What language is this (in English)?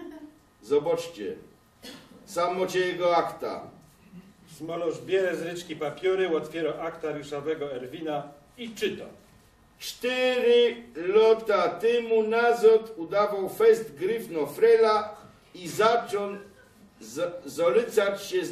Silesian